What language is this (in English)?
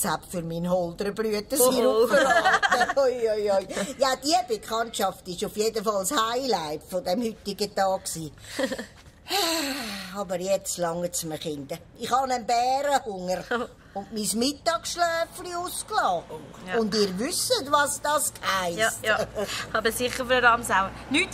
Swiss German